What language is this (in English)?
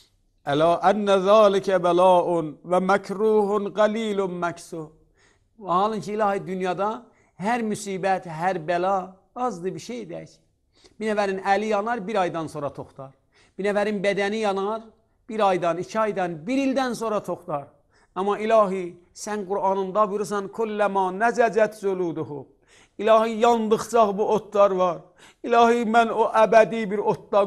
Azerbaijani